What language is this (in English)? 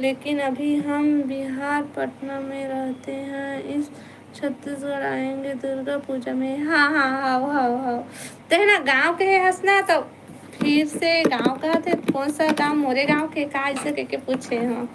Chhattisgarhi